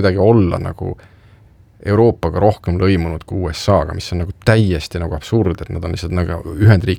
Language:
Estonian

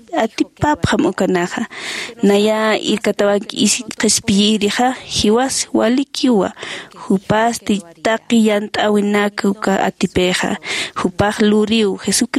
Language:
Aymara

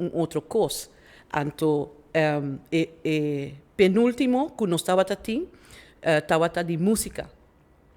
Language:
Papiamento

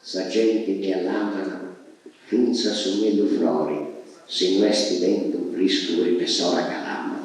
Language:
Sardinian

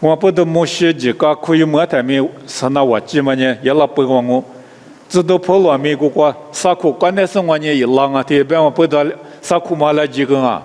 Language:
Lisu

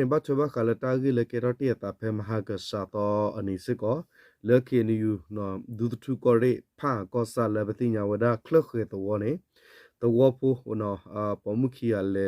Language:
S'gaw Karen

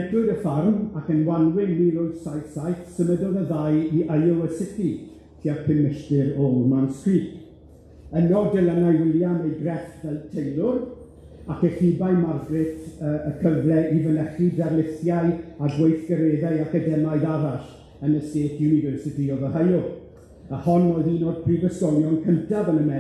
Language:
Welsh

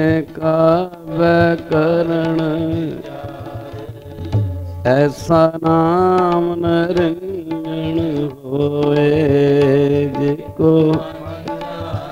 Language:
Punjabi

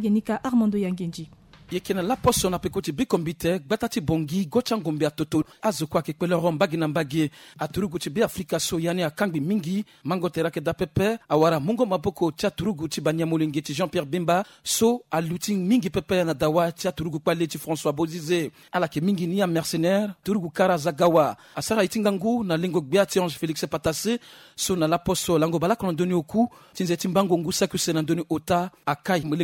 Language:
Sango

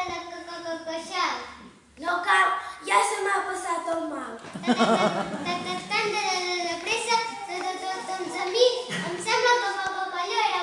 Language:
Catalan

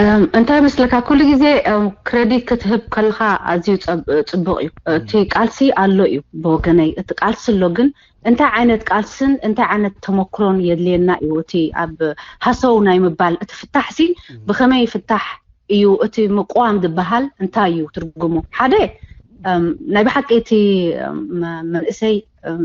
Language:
Tigrinya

